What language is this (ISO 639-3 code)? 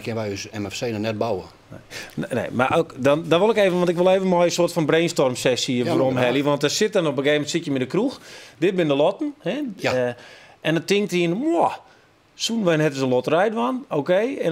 fry